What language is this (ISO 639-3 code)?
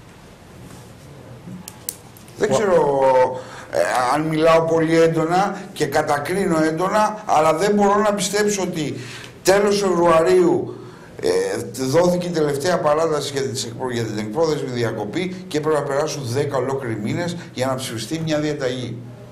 ell